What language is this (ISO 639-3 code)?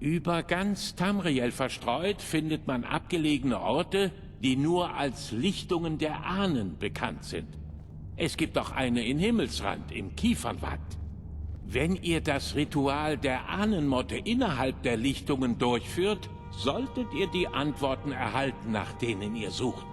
bar